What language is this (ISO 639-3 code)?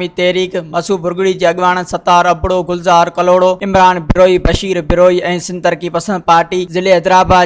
snd